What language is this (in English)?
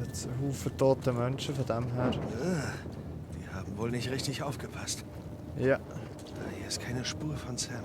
Swiss German